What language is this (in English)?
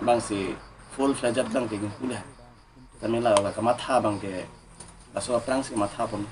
Karbi